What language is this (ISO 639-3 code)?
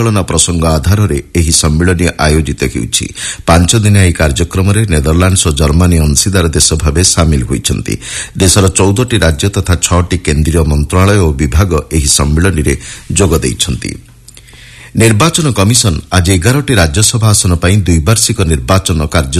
ori